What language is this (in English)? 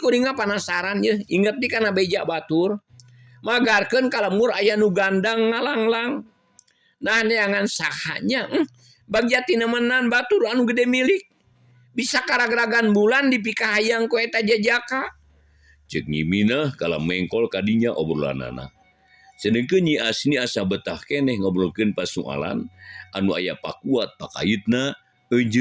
Sundanese